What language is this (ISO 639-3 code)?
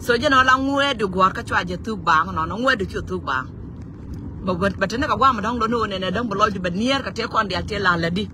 nus